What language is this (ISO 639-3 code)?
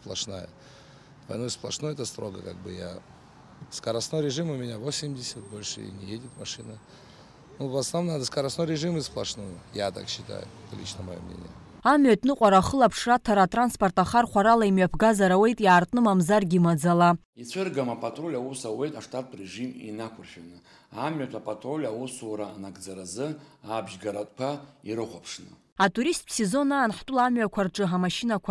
abk